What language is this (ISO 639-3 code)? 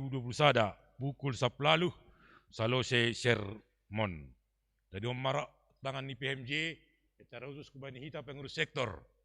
bts